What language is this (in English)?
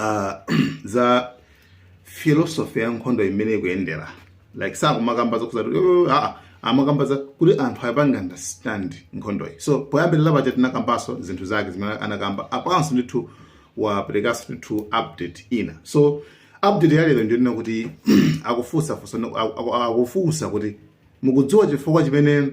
Nyanja